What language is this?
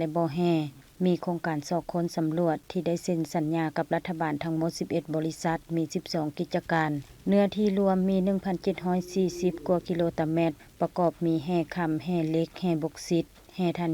Lao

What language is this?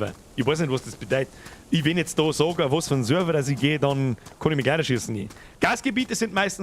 Bavarian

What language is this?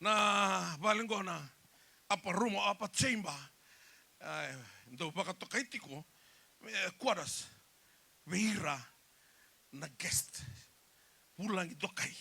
Fijian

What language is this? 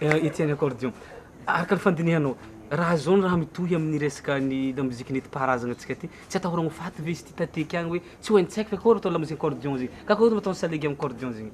Malagasy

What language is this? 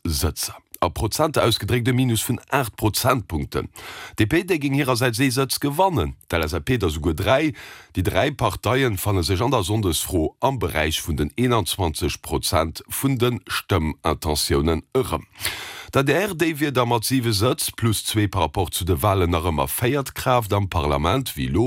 Luxembourgish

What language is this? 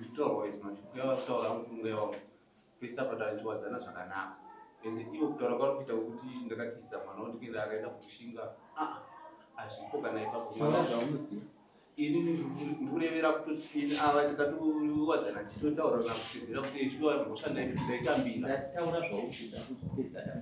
Shona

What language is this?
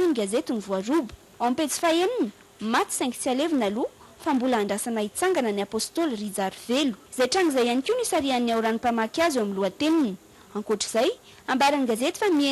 Malagasy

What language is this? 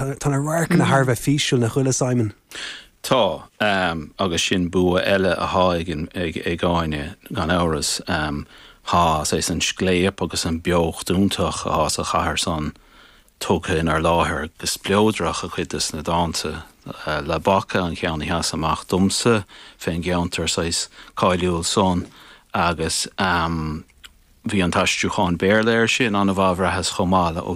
Irish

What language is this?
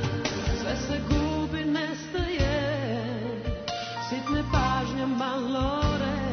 Serbian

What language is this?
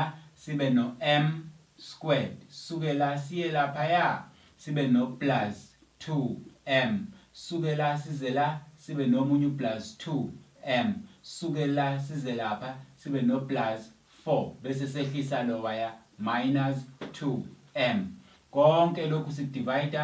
Zulu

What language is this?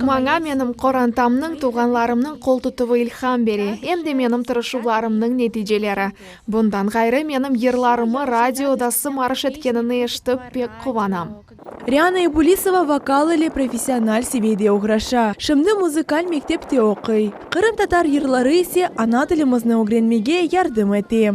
Crimean Tatar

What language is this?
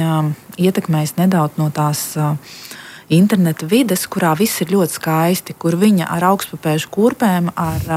Latvian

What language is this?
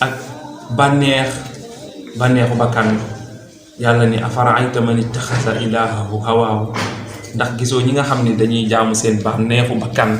Wolof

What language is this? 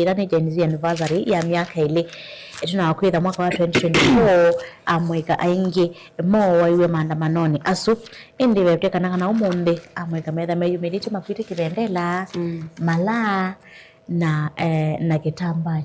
Kamba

